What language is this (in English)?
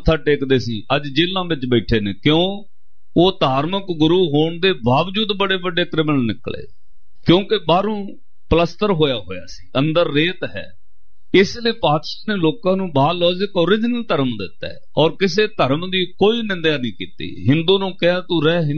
Punjabi